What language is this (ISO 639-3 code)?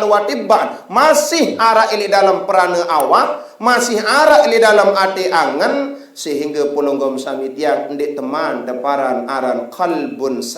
sas